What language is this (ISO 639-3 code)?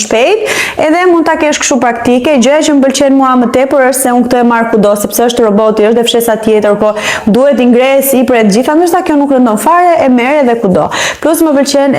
sqi